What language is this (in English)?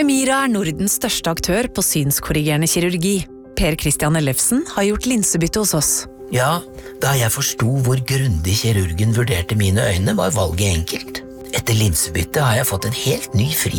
Norwegian